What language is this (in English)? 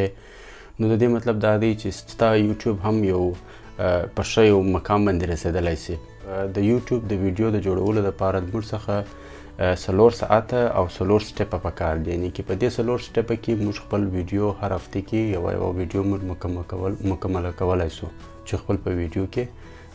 Pashto